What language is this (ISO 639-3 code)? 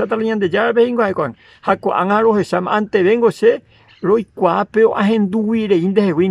grn